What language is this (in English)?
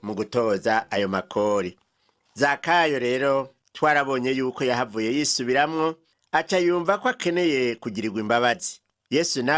Rundi